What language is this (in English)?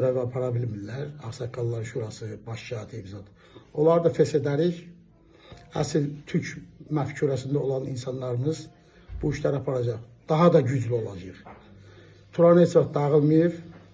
Azerbaijani